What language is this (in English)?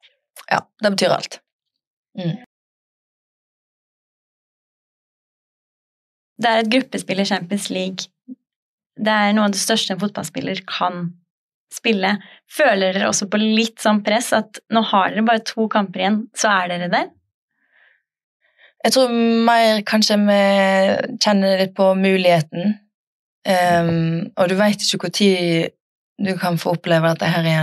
Norwegian